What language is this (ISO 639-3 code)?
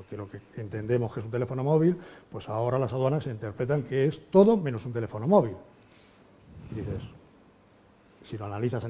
spa